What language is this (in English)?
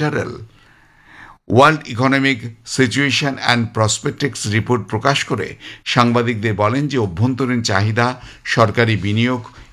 Bangla